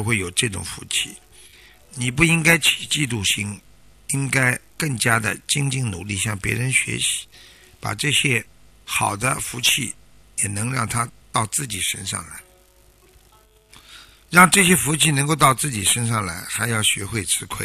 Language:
Chinese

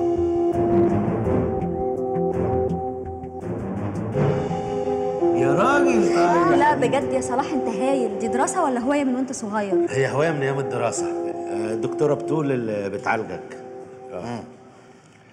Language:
Egyptian Arabic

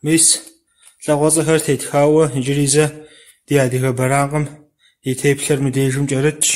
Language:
Kabardian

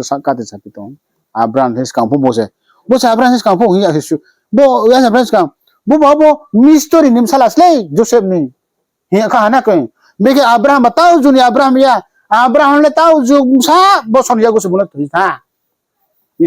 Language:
Riang (India)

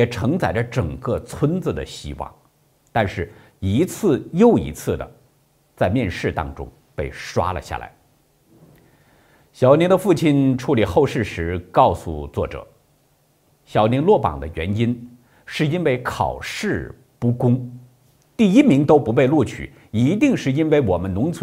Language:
Chinese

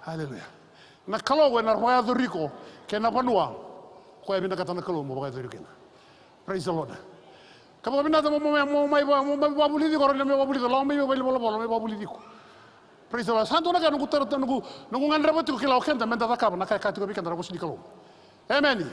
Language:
Fijian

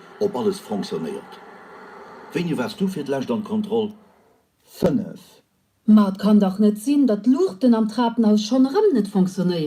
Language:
Luxembourgish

